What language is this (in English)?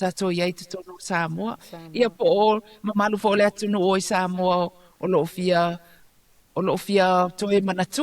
Samoan